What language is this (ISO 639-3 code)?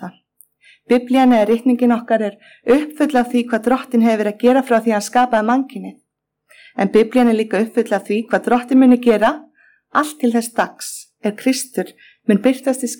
isl